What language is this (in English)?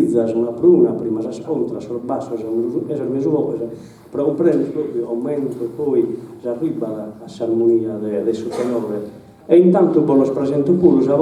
Sardinian